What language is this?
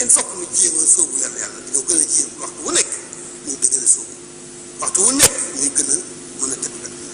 Wolof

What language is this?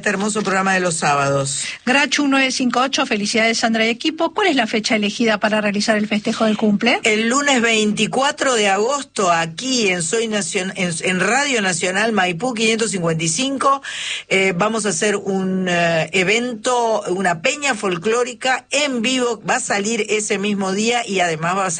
Spanish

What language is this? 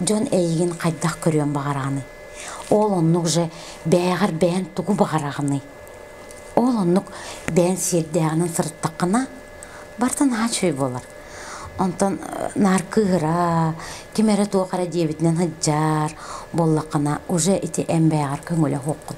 Yakut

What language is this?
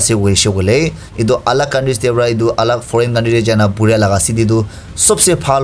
Naga Pidgin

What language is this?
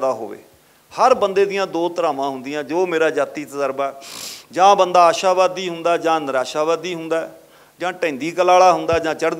Punjabi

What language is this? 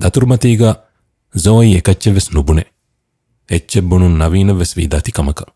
Divehi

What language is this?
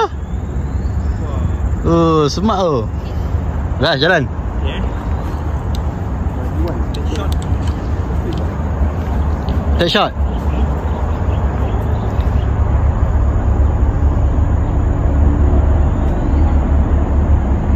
Malay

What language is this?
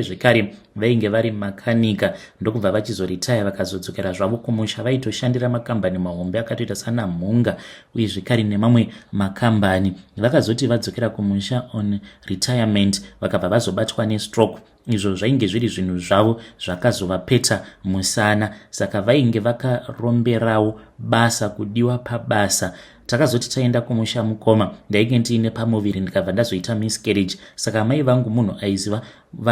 Shona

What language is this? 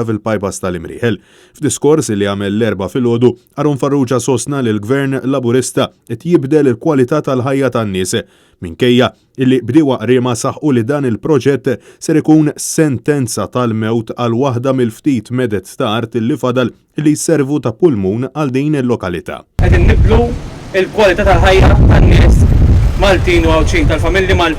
Maltese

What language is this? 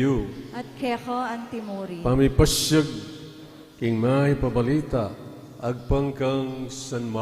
Pampanga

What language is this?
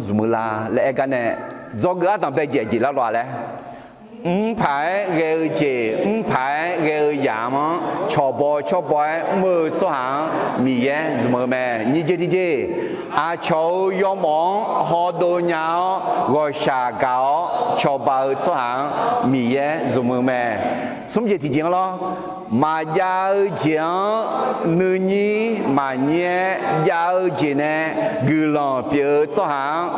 Akha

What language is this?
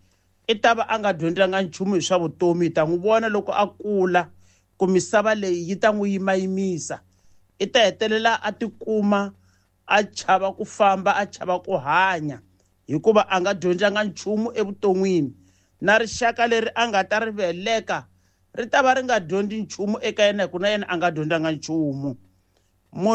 Tsonga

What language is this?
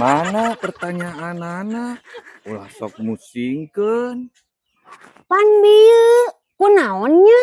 Sundanese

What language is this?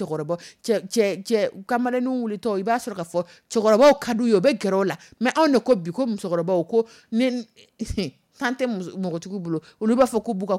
Dyula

